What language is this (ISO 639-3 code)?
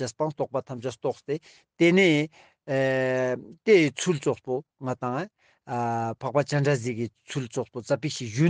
lbj